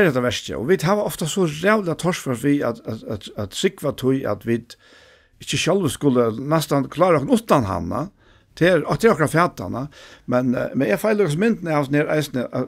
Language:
Faroese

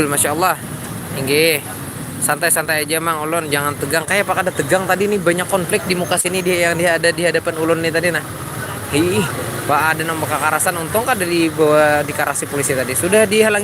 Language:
Banjar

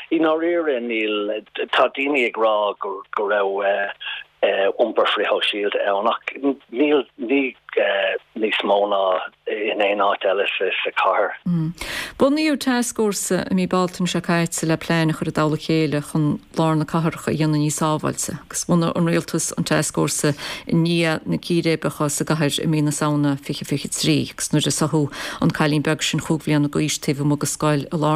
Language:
Irish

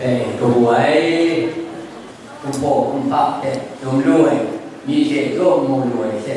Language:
Kachin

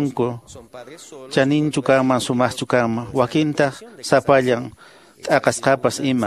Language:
Quechua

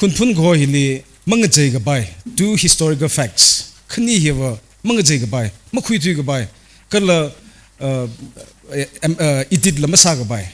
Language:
Tangkhul Naga (India)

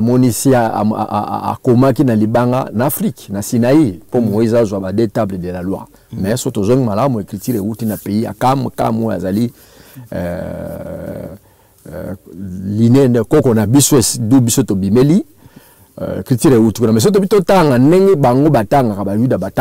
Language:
Lingala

